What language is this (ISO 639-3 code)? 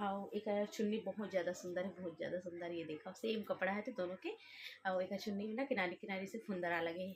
hne